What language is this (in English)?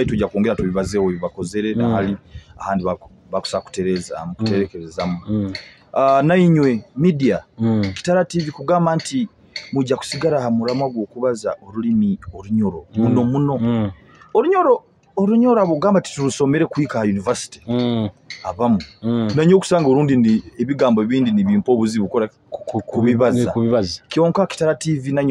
Nyoro